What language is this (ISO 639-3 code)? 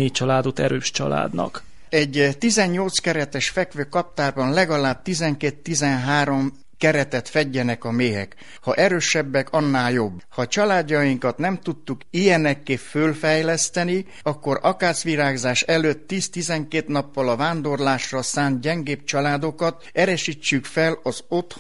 hun